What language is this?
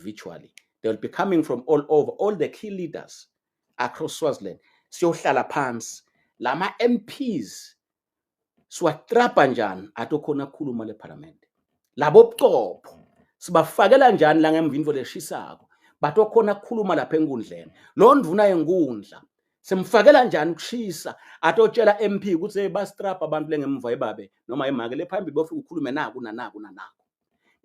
Swati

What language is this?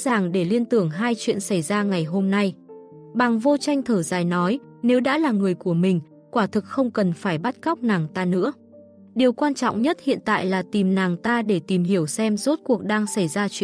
Vietnamese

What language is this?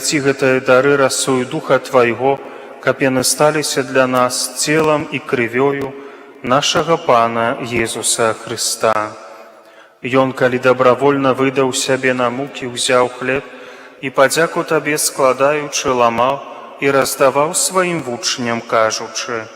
Belarusian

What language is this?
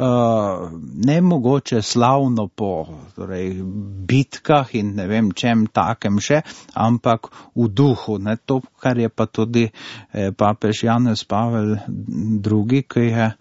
Slovenian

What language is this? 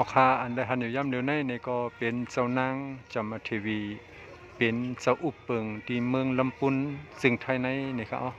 Shan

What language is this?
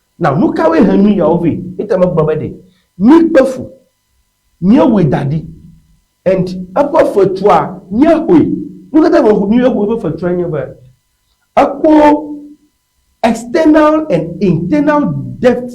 Ewe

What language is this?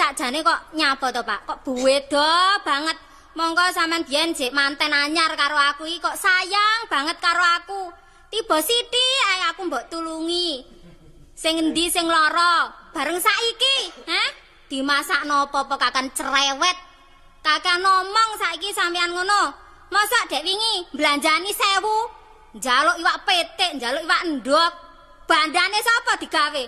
Javanese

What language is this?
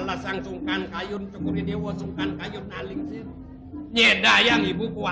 Balinese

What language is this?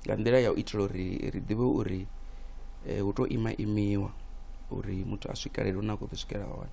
Venda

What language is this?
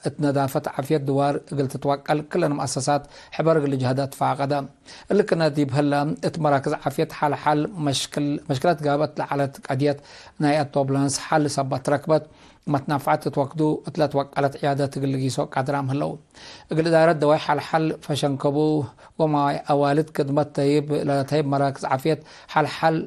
Tigre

